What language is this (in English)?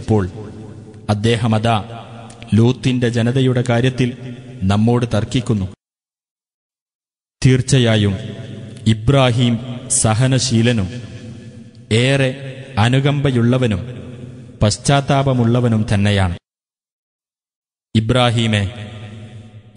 Malayalam